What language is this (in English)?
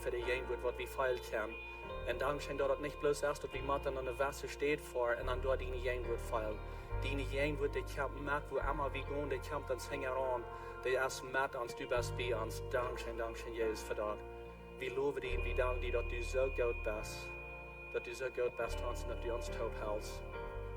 Plautdietsch